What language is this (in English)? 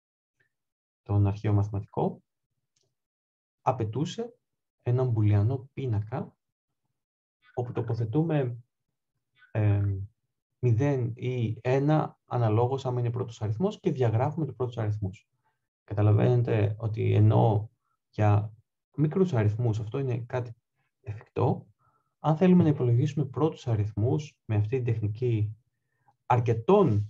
Greek